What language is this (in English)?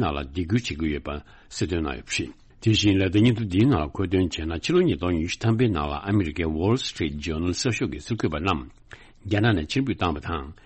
Tibetan